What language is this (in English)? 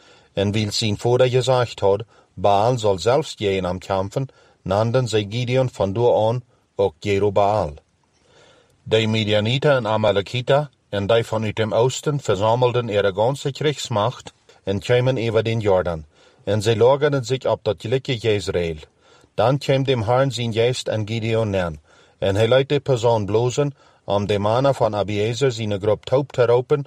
Plautdietsch